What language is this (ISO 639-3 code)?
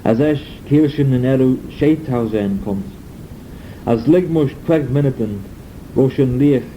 glv